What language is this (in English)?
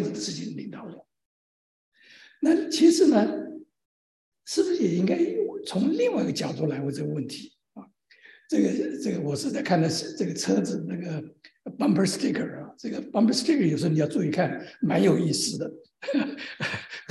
Chinese